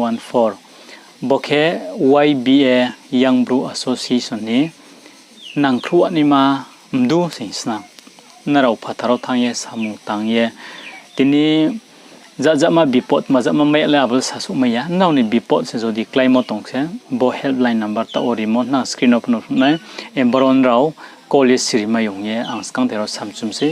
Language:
Riang (India)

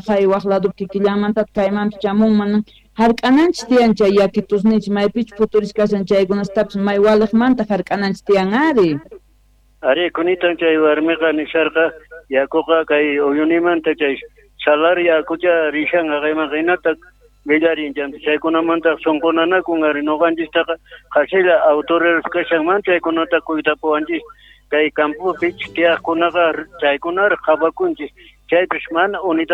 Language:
South Bolivian Quechua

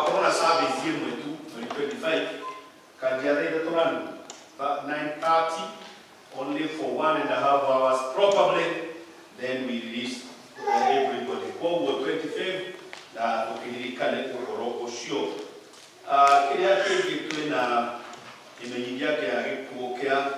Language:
Kikuyu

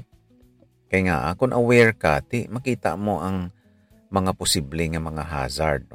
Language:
Hiligaynon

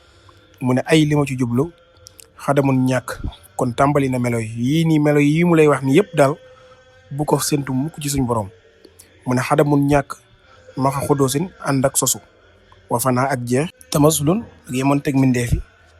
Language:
Wolof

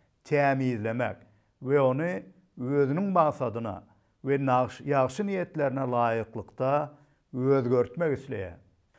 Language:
Turkmen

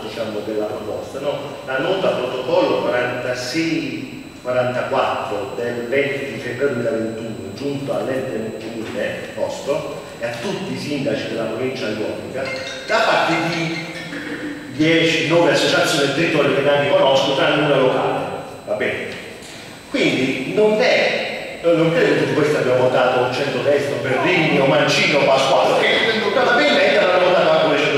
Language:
Italian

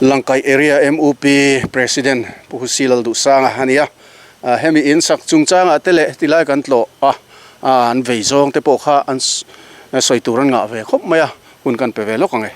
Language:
Mizo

